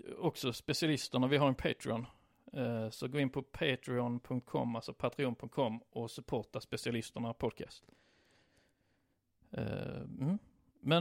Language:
Swedish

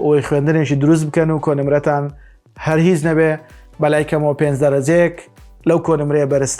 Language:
Central Kurdish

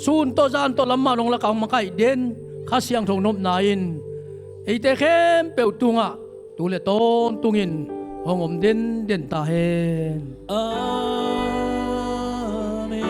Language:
Tedim Chin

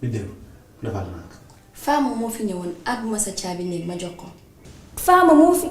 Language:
Wolof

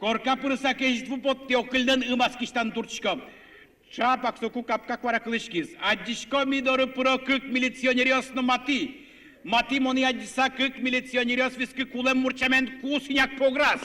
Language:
Udmurt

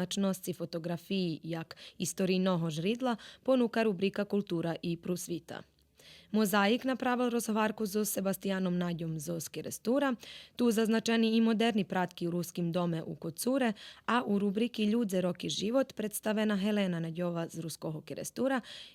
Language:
Rusyn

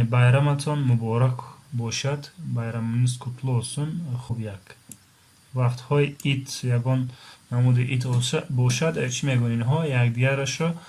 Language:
Tajik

